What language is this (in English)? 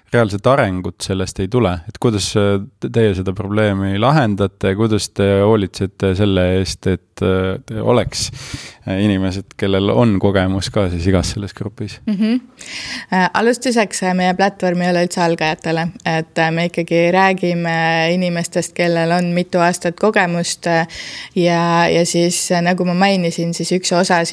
Estonian